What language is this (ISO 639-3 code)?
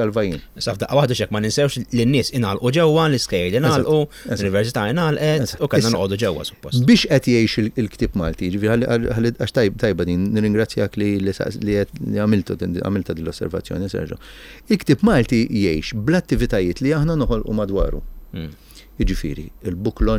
mlt